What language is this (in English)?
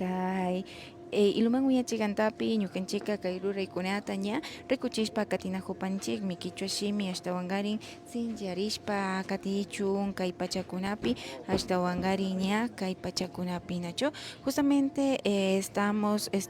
Imbabura Highland Quichua